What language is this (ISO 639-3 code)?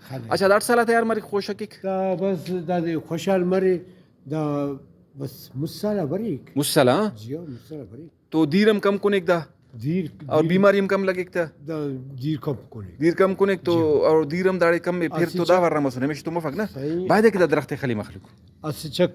brh